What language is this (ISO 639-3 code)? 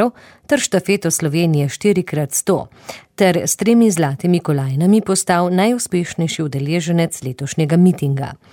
slv